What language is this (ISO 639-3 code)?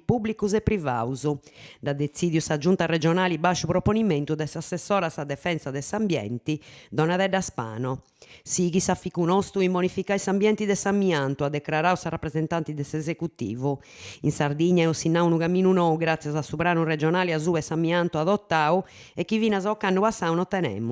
srd